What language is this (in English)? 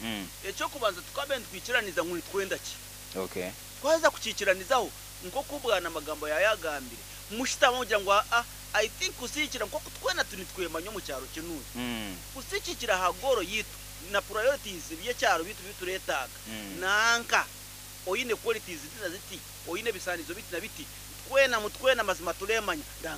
Nyoro